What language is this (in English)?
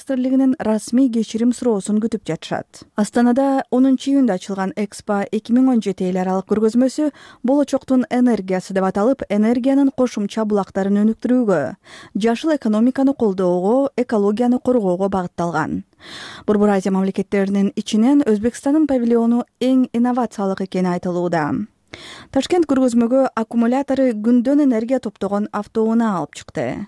Kyrgyz